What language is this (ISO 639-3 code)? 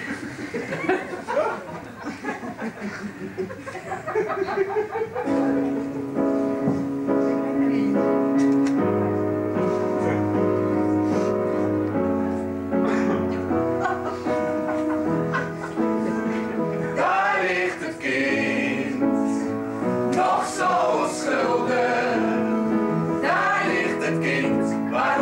nld